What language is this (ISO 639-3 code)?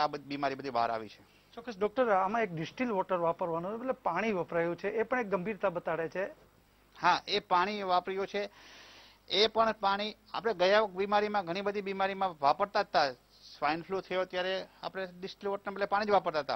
guj